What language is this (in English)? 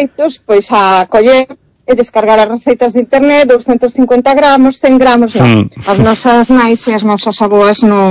Galician